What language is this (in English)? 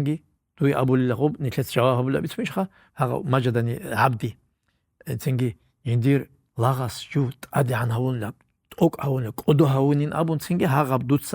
Avaric